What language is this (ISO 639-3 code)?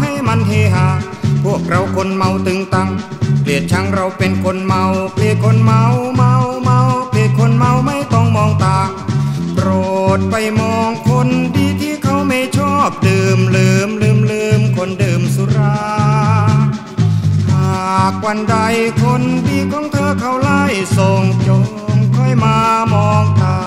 tha